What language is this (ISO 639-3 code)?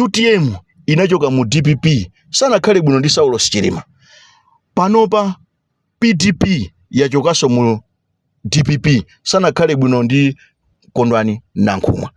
nya